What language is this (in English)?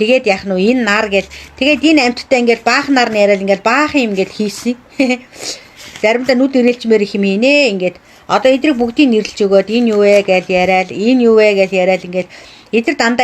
Mongolian